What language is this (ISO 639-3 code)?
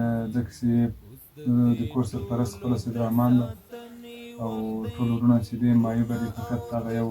pus